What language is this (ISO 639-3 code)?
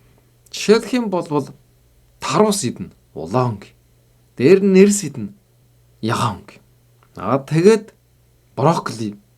mon